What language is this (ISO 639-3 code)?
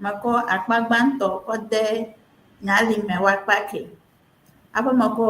ewe